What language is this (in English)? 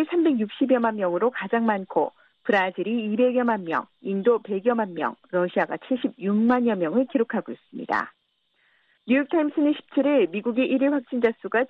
Korean